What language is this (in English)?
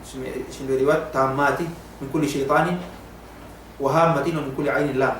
Yakan